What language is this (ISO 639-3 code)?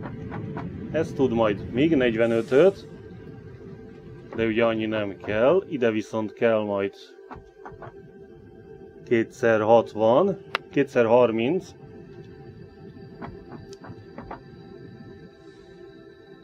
hun